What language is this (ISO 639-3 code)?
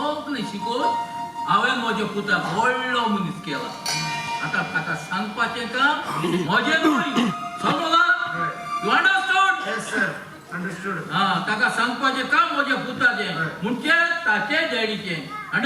kok